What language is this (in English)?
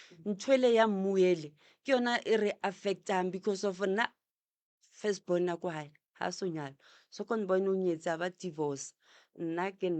Northern Sotho